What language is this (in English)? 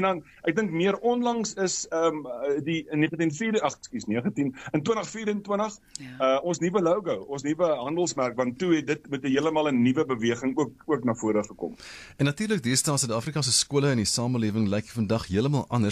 Afrikaans